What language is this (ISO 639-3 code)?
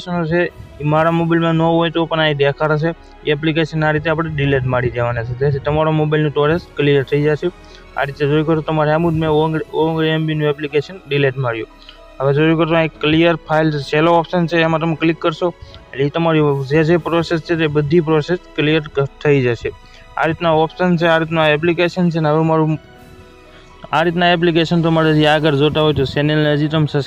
guj